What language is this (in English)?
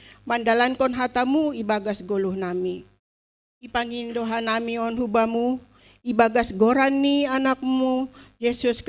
Batak Simalungun